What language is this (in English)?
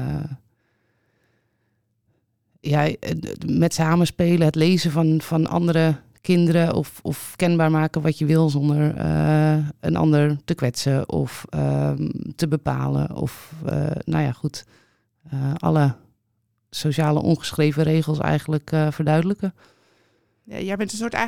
Dutch